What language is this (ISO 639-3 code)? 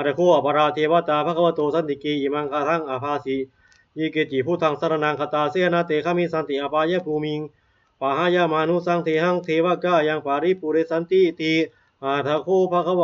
pli